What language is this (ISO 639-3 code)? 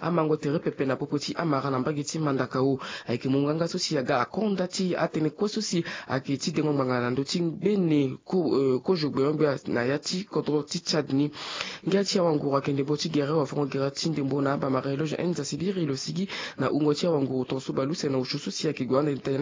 sag